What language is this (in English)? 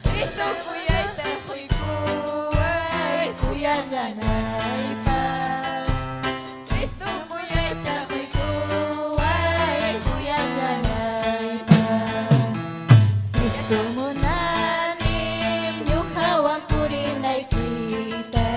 Ayacucho Quechua